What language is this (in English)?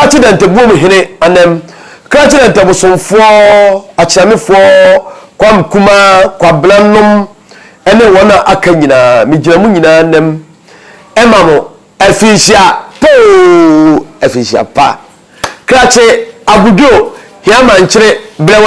Akan